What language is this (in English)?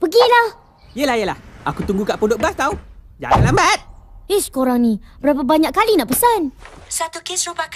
Malay